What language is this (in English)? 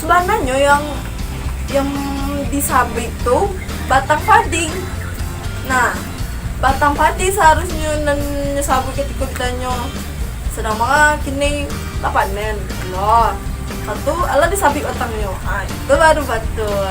Minangkabau